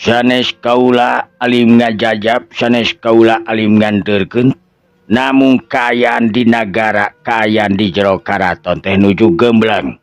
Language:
Sundanese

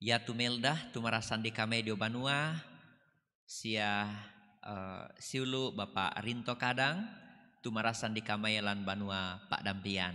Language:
Toraja-Sa'dan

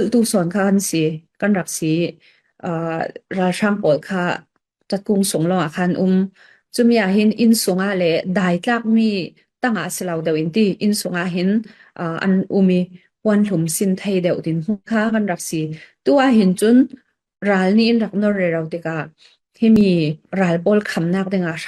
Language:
Falam Chin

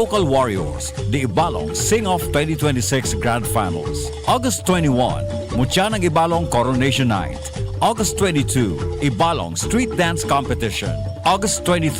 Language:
Bikol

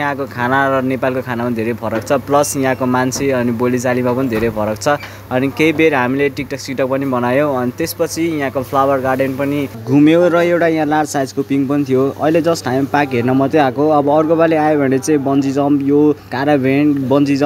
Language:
Nepali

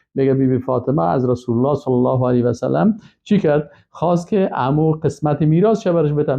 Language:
Persian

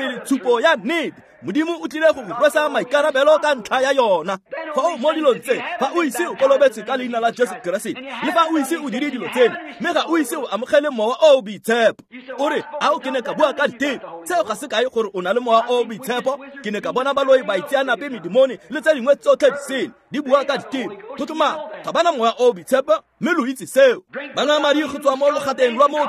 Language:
Tswana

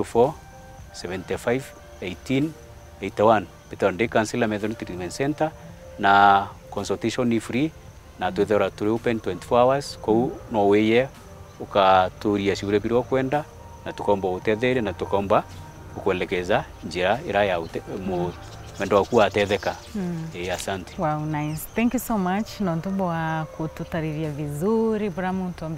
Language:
Meru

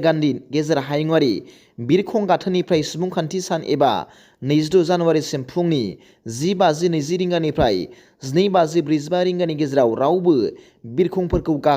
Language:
Bodo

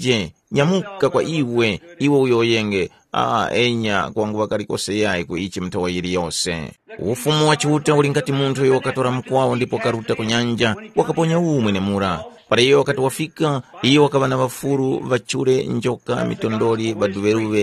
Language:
Tumbuka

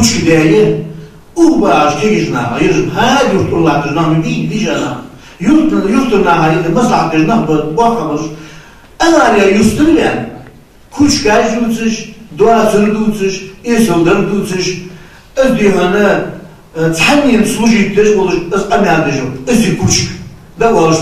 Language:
Ingush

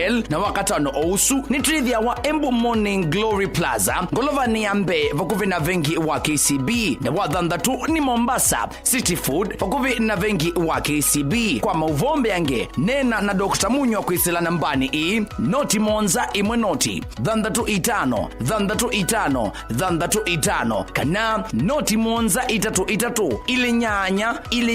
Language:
Kamba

